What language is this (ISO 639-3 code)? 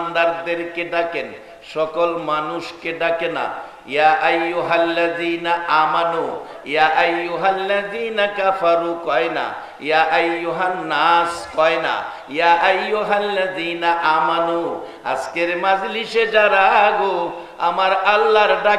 ben